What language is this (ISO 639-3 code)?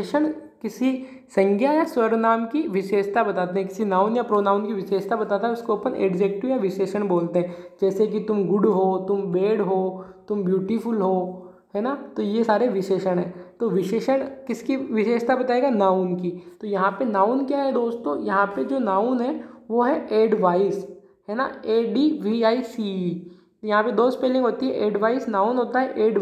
hin